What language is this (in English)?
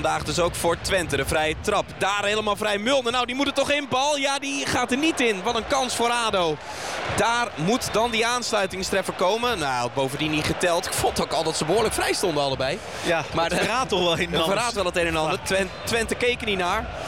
Dutch